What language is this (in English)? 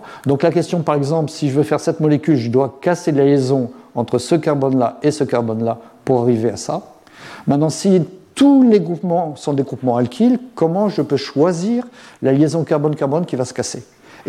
French